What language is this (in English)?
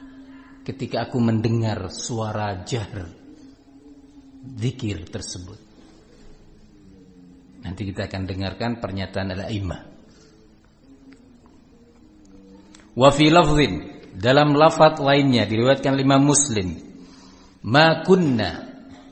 Indonesian